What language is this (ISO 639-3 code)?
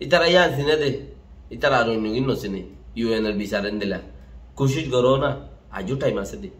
rhg